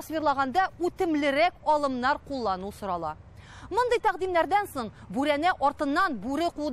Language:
Tatar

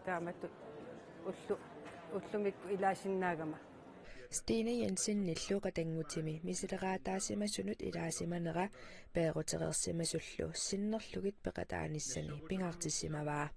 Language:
Kalaallisut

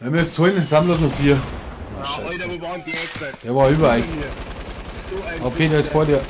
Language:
Bavarian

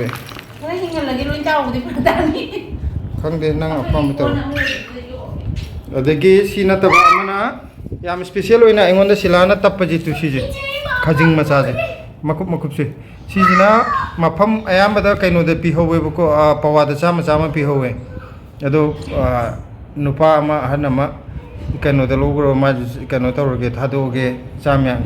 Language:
Manipuri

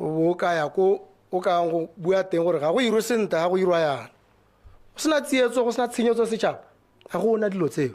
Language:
Tswana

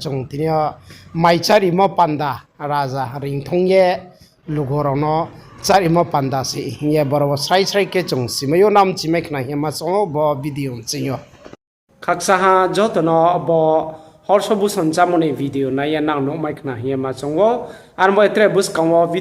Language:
Riang (India)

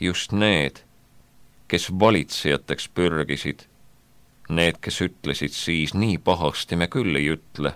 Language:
Estonian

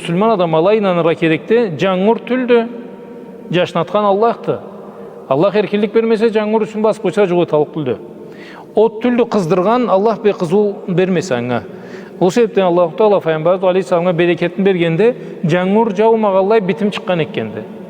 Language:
Karachay-Balkar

